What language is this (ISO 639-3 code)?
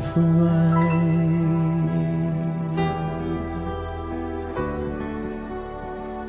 afr